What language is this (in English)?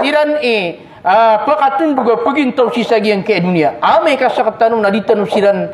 Maranao